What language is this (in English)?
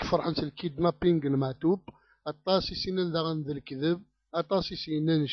Kabyle